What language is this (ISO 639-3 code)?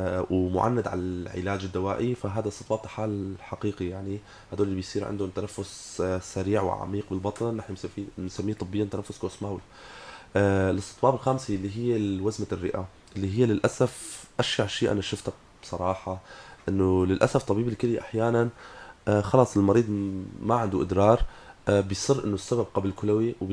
apc